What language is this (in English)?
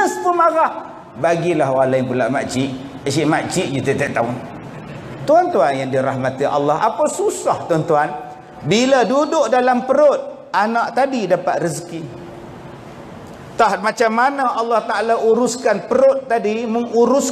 Malay